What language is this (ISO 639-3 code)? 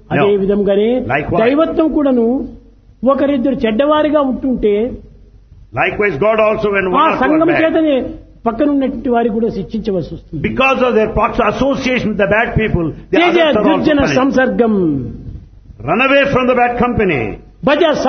tel